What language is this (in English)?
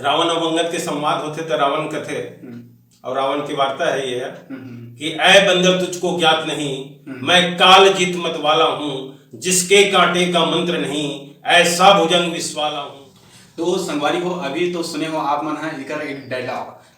Chhattisgarhi